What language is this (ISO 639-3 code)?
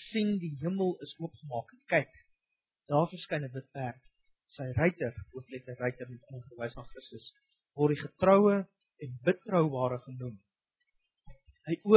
afr